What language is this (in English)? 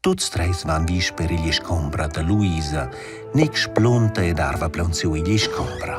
Romansh